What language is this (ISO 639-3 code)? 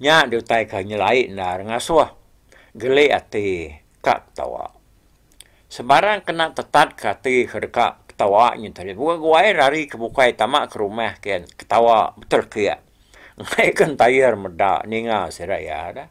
iba